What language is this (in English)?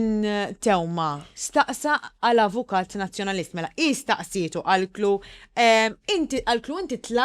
Maltese